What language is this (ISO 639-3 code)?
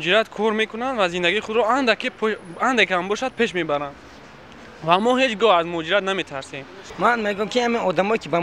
tgk